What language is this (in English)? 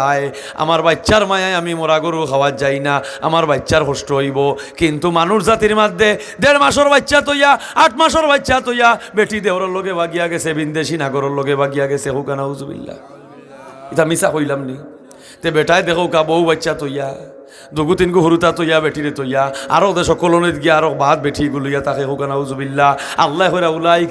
Sylheti